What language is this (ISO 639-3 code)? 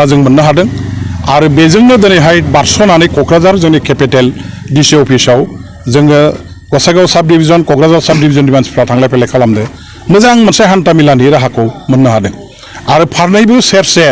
brx